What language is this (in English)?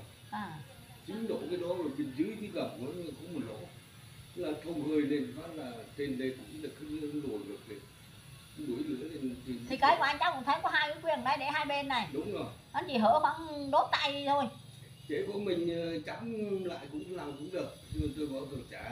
Vietnamese